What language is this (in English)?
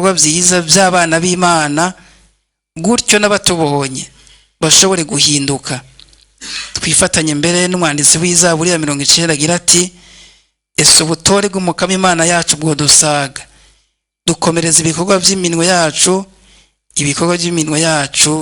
Rundi